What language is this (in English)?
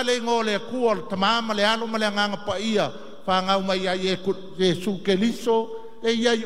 Samoan